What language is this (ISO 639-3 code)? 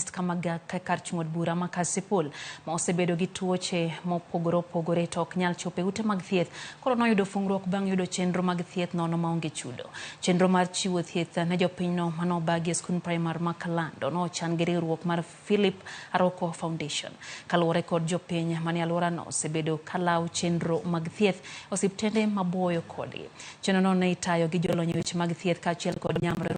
luo